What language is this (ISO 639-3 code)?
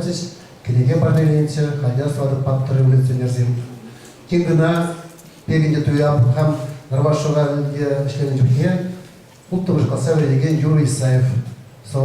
chv